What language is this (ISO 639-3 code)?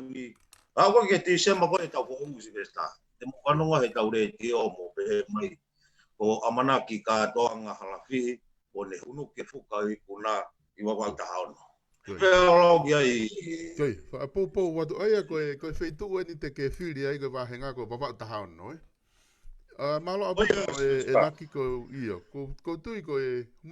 ton